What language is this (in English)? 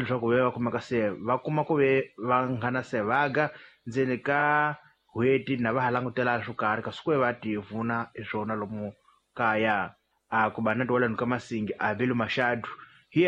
Tsonga